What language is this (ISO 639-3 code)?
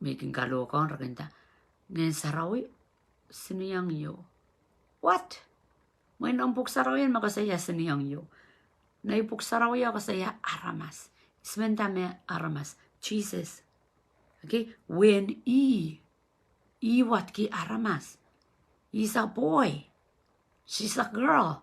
pon